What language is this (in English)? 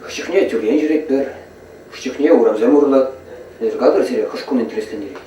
Chuvash